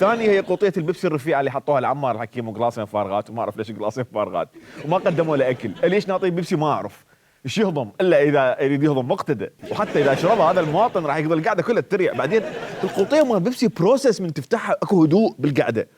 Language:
Mesopotamian Arabic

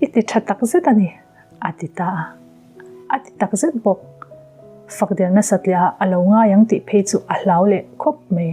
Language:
Mizo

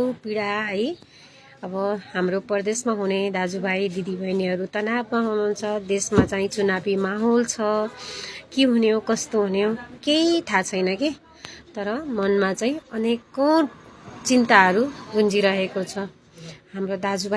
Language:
Nepali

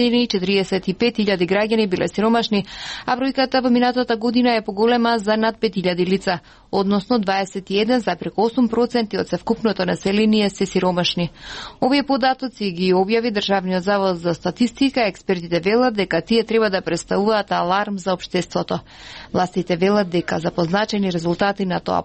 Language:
Macedonian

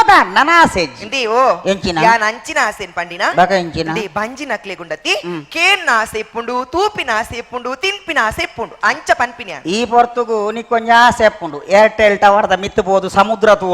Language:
Tulu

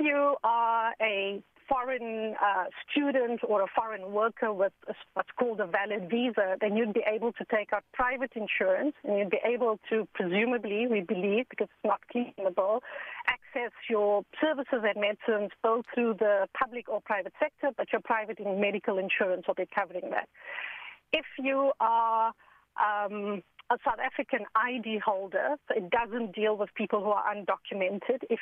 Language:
English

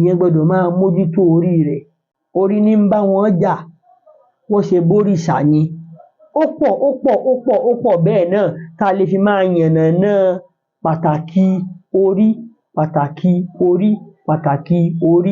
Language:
Yoruba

